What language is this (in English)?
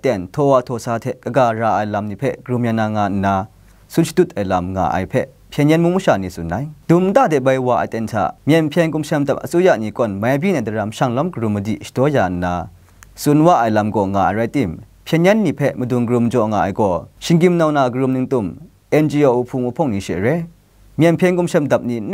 Kachin